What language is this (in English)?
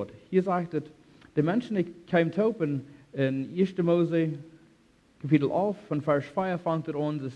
Plautdietsch